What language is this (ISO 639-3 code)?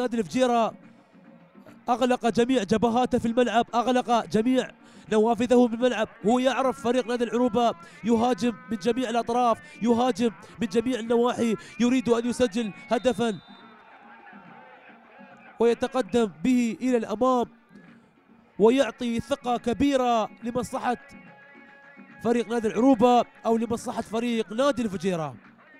ara